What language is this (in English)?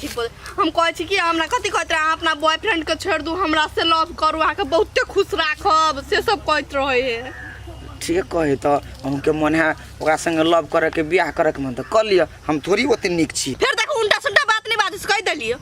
Maithili